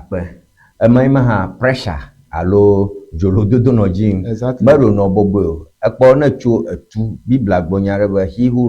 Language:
Ewe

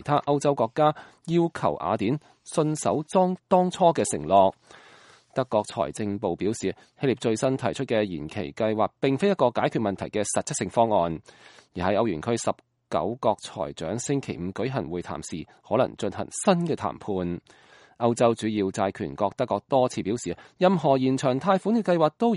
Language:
Cantonese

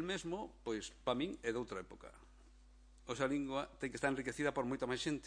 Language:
Galician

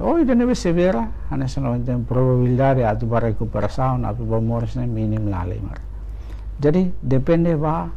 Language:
Tetum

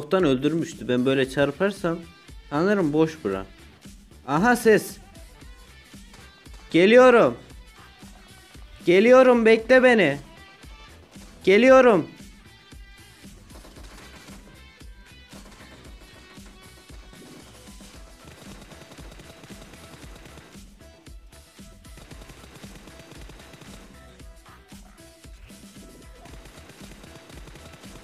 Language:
Turkish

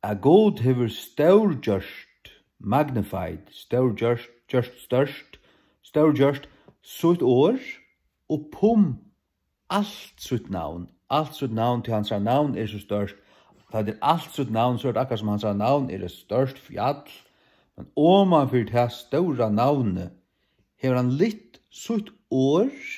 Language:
Faroese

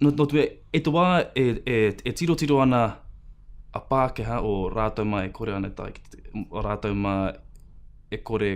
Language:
Māori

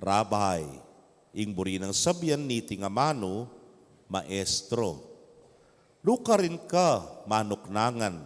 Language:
Pampanga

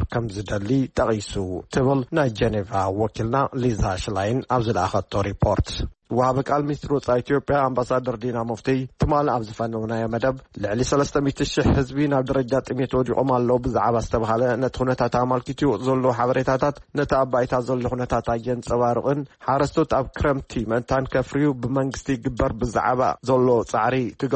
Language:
Tigrinya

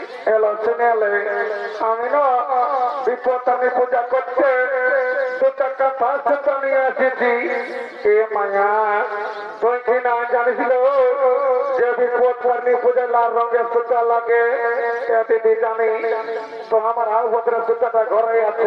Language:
Bangla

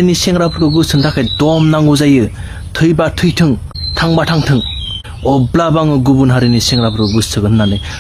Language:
Bodo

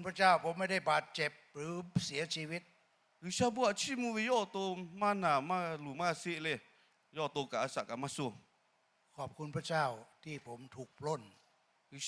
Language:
Lahu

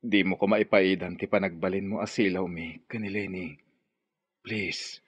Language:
Iloko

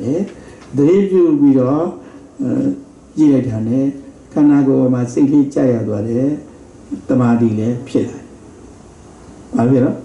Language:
Burmese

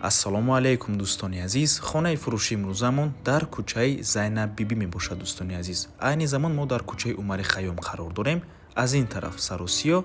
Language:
Tajik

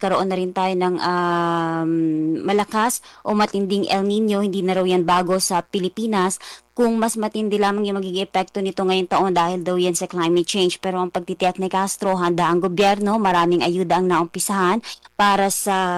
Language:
Filipino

